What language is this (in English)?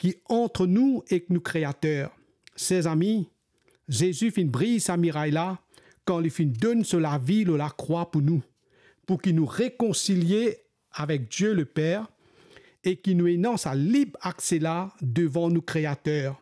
Morisyen